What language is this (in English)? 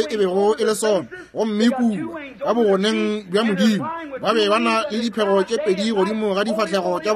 Northern Sotho